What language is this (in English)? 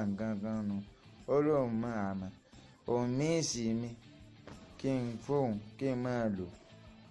Yoruba